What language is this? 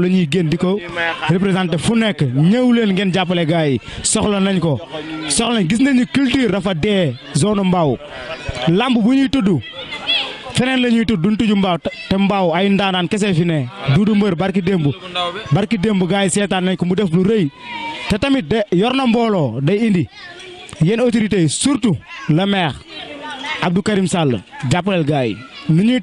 Wolof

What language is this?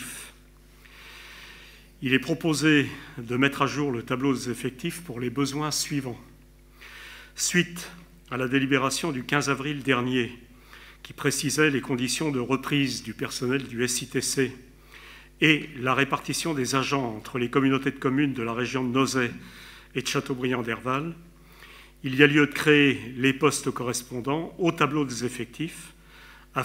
French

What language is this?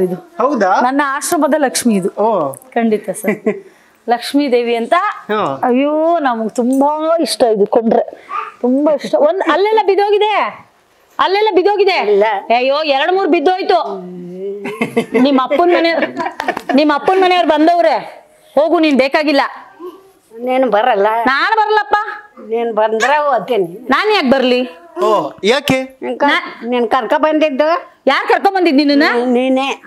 Kannada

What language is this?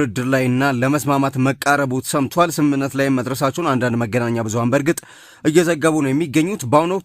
Amharic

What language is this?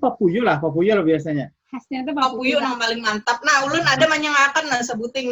Banjar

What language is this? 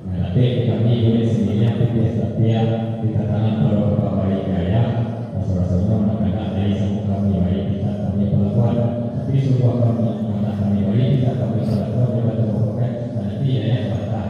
Minangkabau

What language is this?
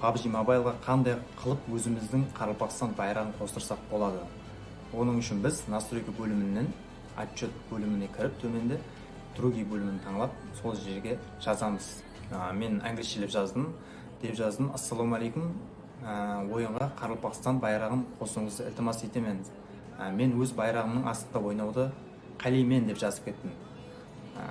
Kara-Kalpak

